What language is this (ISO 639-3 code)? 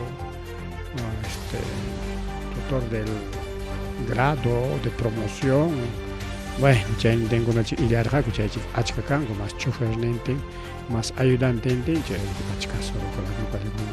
quy